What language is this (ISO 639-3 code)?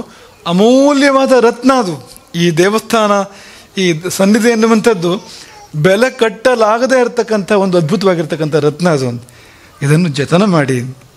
kan